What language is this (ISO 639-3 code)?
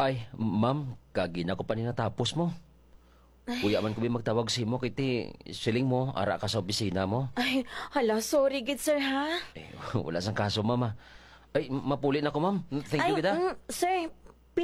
hil